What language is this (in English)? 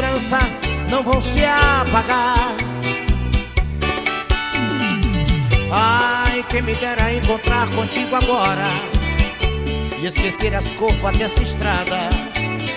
Portuguese